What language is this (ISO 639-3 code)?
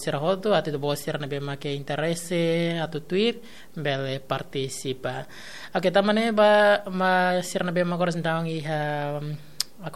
tet